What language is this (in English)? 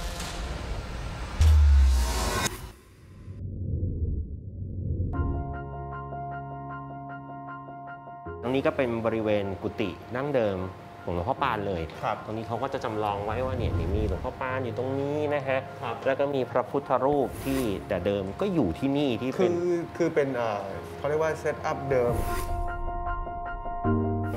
Thai